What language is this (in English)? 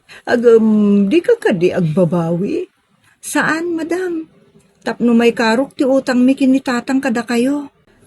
Iloko